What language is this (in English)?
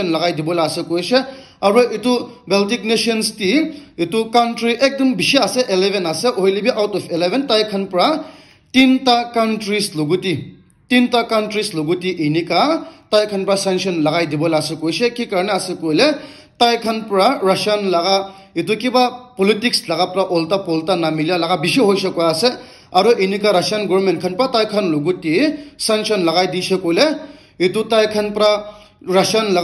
Naga Pidgin